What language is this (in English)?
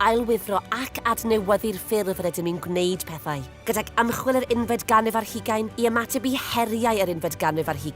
Welsh